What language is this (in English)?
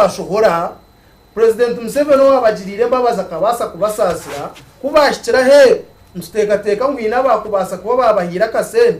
Nyankole